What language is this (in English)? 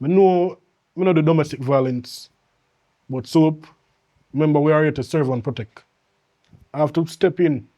Jamaican Creole English